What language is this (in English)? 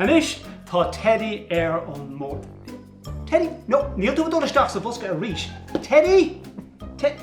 Irish